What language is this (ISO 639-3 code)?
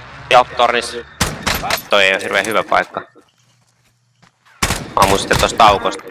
fin